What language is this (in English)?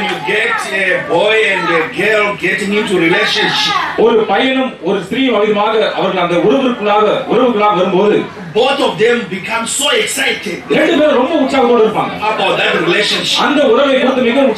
Tamil